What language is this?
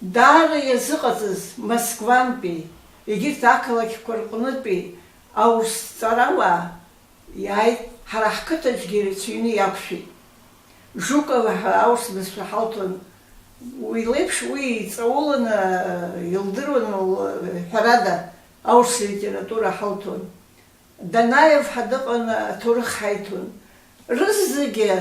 Abkhazian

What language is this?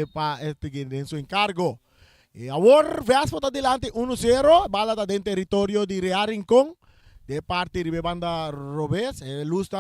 Papiamento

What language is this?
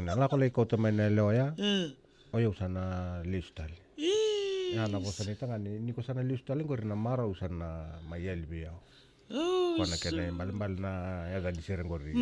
Fijian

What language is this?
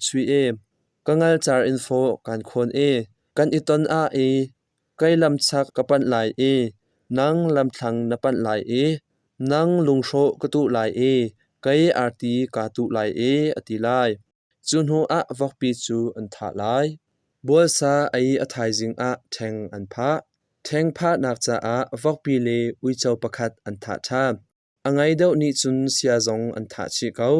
Hakha Chin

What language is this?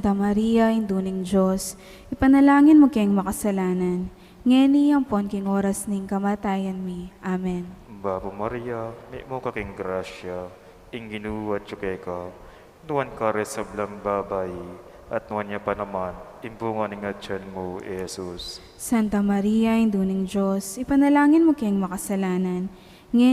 Pampanga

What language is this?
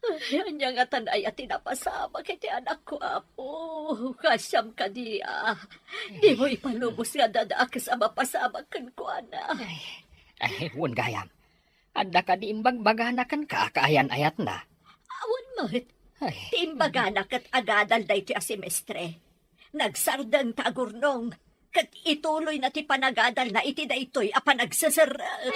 Iloko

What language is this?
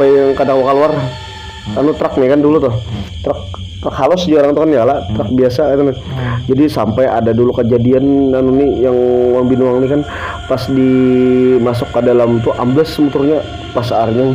Banjar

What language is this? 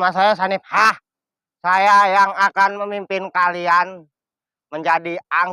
Betawi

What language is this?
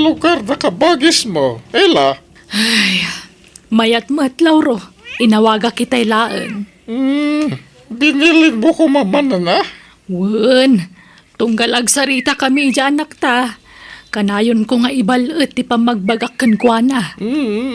Iloko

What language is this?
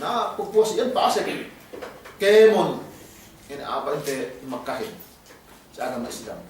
Yakan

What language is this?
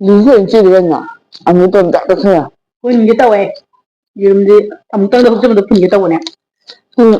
Manipuri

